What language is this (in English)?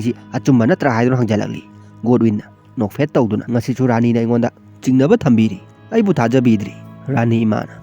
Manipuri